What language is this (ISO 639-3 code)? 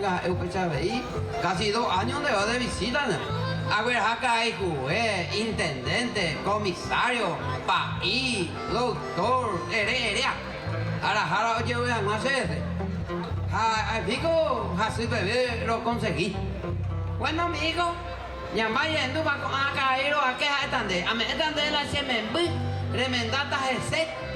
grn